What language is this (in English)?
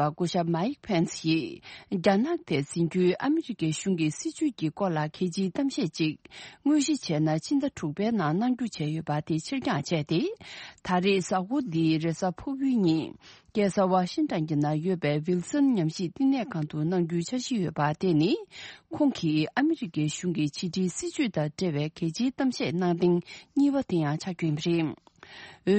Tibetan